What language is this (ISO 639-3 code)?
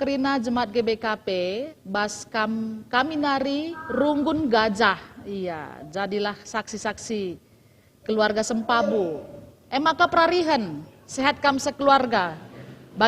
btx